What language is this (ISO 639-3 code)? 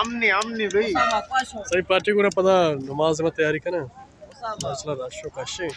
bgp